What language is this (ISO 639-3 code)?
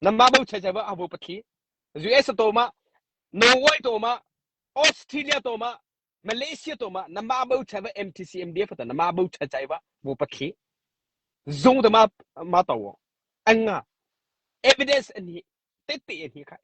mrh